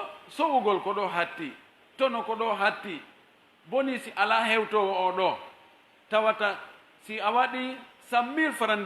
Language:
Pular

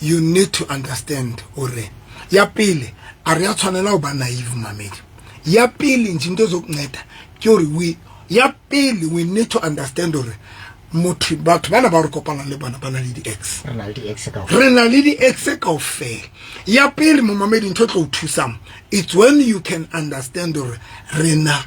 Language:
Southern Sotho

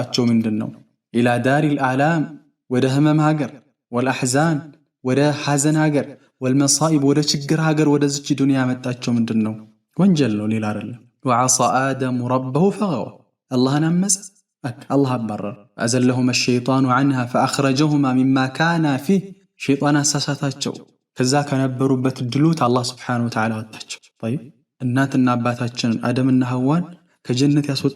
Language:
Amharic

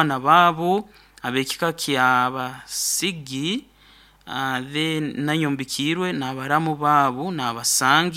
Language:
Nyoro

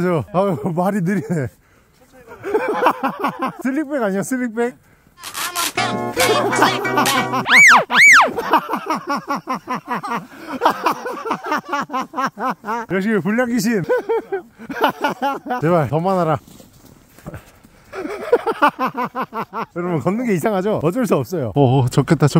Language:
Korean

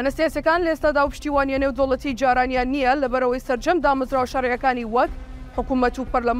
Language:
Central Kurdish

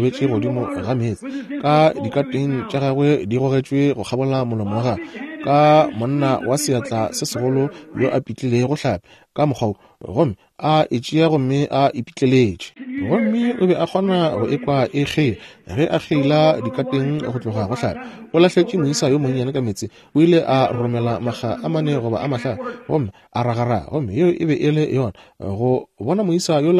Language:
Northern Sotho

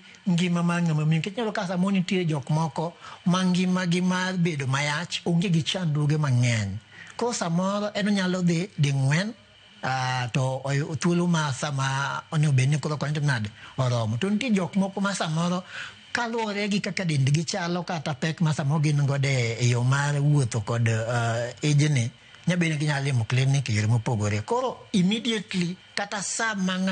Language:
Luo (Kenya and Tanzania)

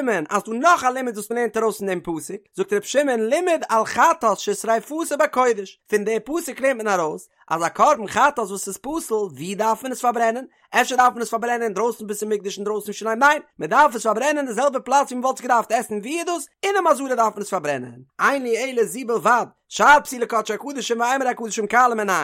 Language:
Yiddish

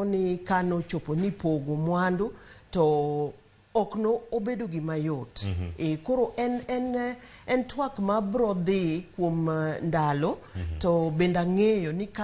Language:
Luo (Kenya and Tanzania)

